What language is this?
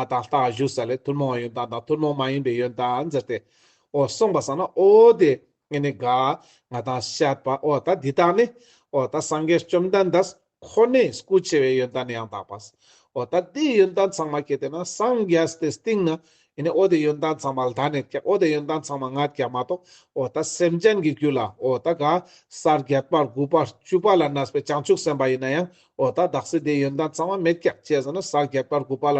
Ladakhi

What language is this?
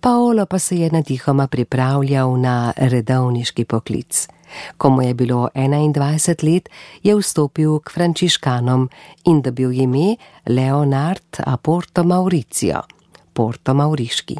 Slovenian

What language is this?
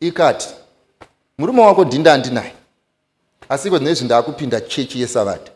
Shona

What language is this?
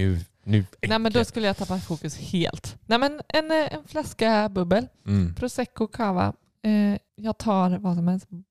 Swedish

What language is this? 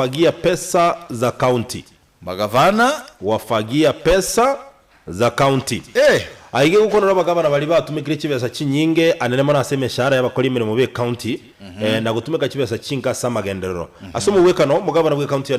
Gusii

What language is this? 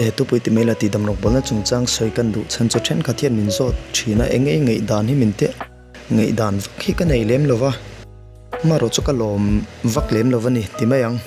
Mizo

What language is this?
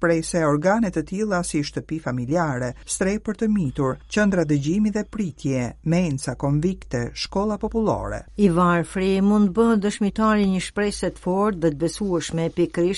Albanian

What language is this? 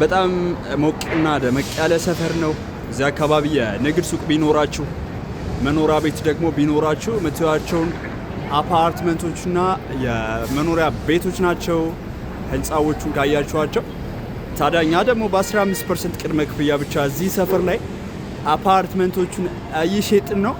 Amharic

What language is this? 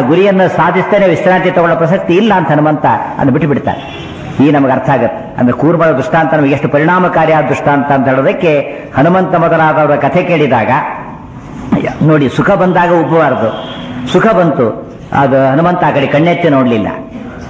Kannada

